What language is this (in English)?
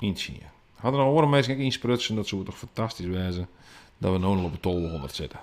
Western Frisian